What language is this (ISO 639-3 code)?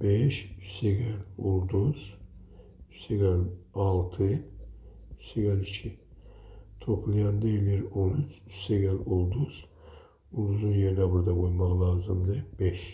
aze